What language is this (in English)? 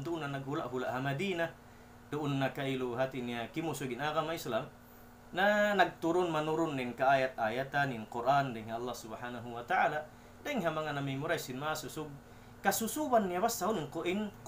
Tausug